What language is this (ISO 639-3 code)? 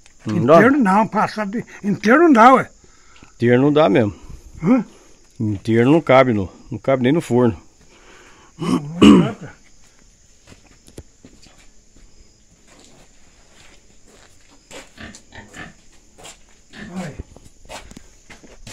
por